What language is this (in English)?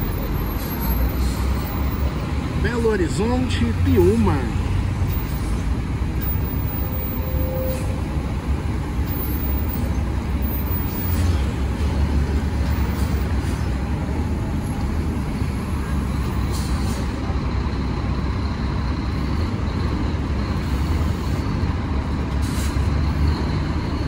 Portuguese